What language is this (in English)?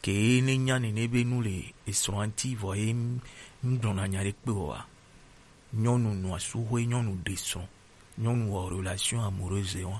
Gen